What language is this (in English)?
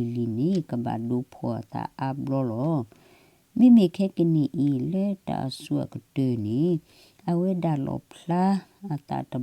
S'gaw Karen